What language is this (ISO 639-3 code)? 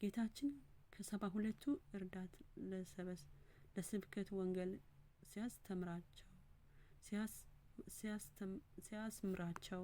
amh